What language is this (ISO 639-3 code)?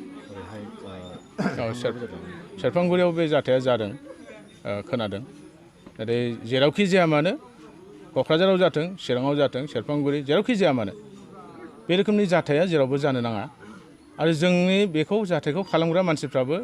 brx